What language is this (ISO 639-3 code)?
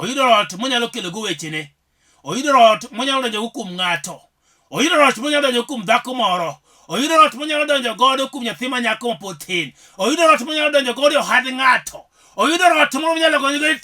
luo